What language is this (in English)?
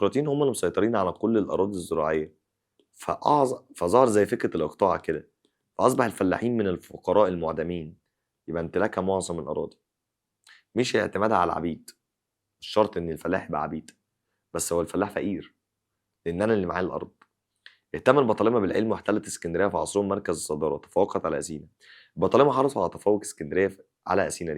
Egyptian Arabic